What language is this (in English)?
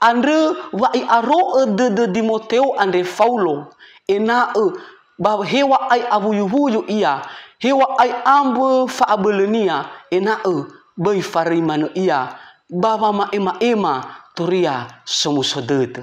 Nias